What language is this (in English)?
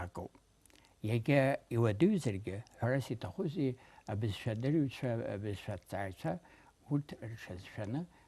Abkhazian